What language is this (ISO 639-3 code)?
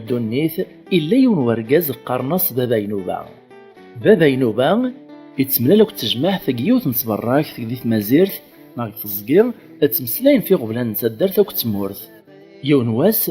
kab